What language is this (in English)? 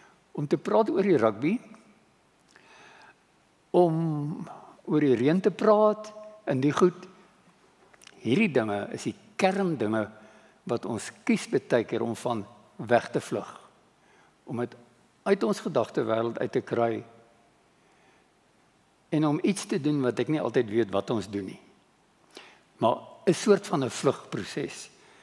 Afrikaans